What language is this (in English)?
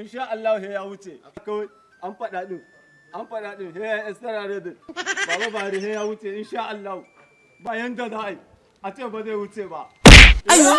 Hausa